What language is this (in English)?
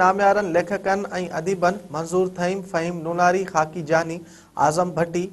Sindhi